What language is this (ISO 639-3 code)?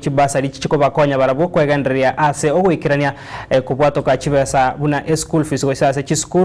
guz